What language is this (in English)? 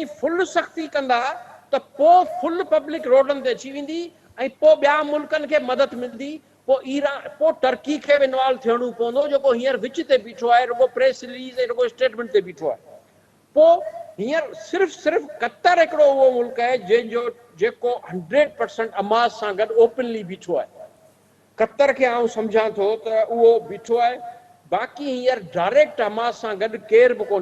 Sindhi